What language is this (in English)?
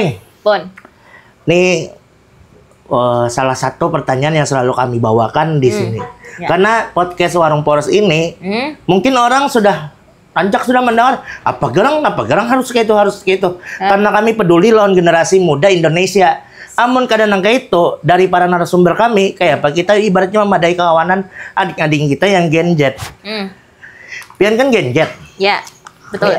Banjar